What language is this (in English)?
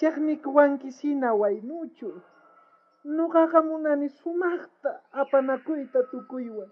South Bolivian Quechua